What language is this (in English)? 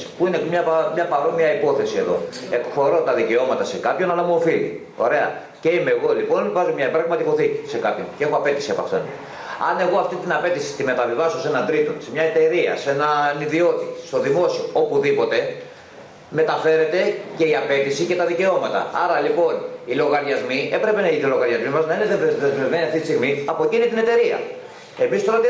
Greek